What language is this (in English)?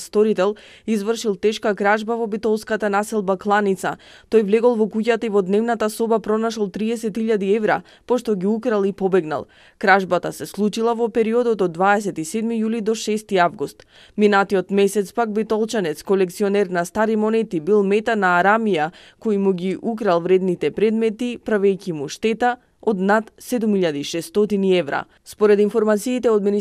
Macedonian